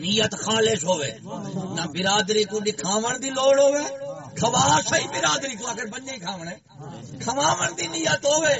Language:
Saraiki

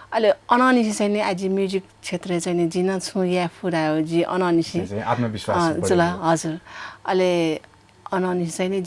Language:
Newari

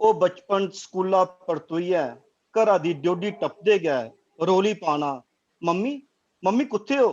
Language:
Dogri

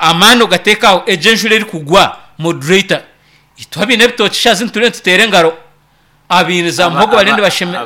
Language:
Nyankole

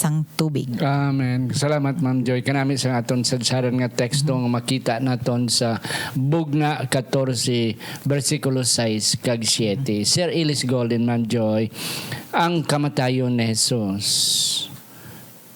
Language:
Hiligaynon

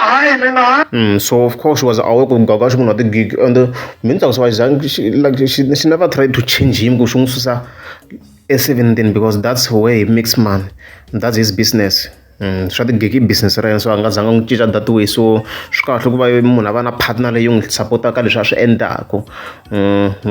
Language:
Tsonga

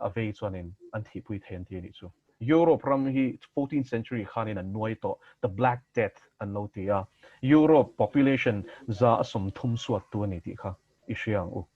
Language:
Mizo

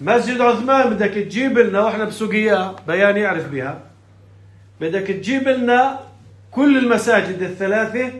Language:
North Levantine Arabic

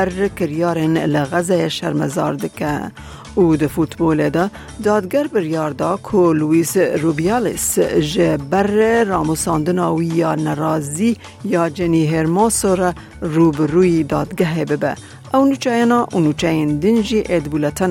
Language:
Kurdish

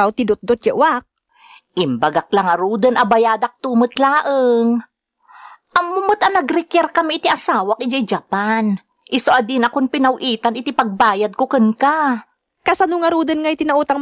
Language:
Iloko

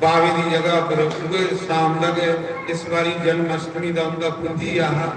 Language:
Dogri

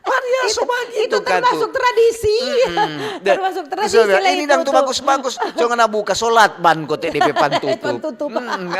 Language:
Manado Malay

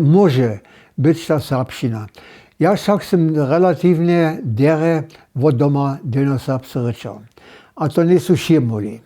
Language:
Upper Sorbian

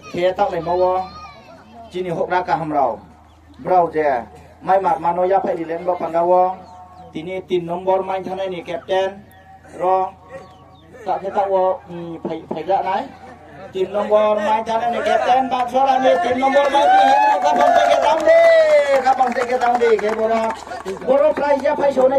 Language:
Riang (India)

